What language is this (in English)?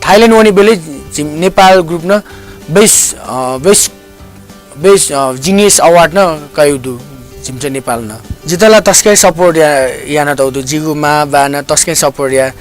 Newari